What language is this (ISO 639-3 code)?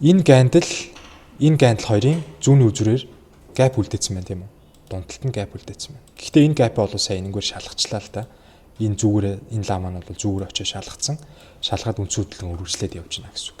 mon